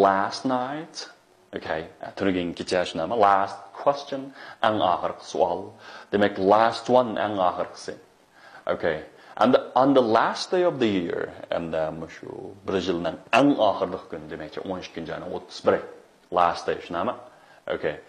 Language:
Uyghur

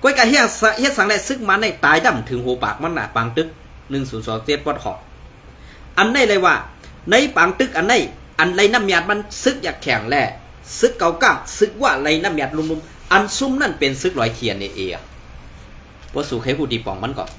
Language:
Shan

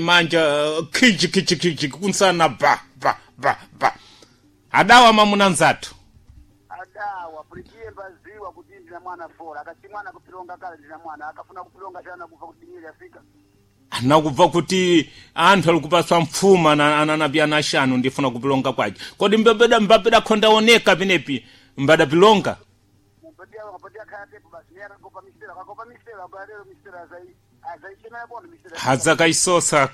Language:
Sena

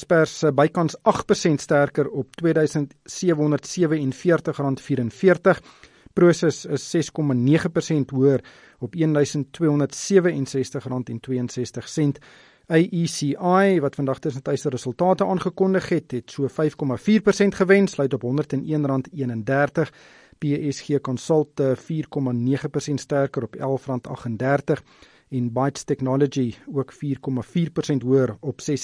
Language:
Afrikaans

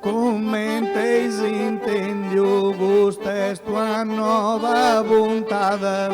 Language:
Sardinian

